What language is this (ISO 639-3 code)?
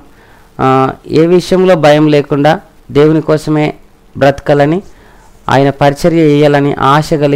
tel